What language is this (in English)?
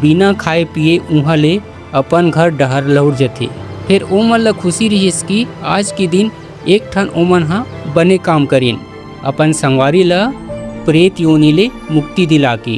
Chhattisgarhi